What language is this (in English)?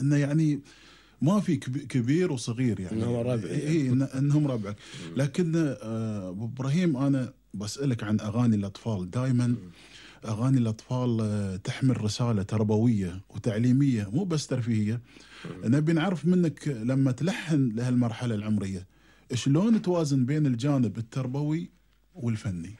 Gulf Arabic